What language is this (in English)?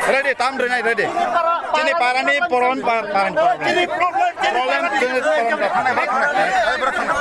Kok Borok